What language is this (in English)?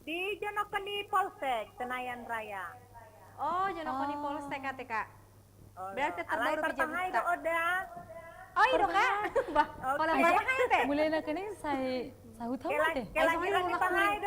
Batak Toba